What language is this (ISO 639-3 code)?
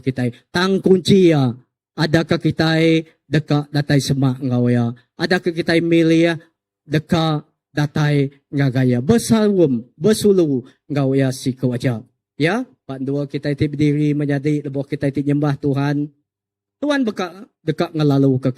iba